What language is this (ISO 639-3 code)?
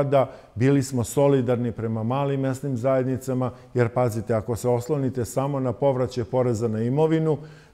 srp